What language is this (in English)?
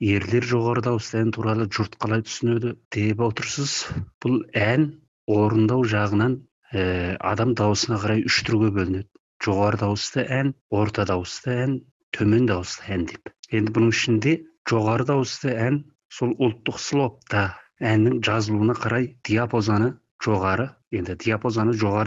Kazakh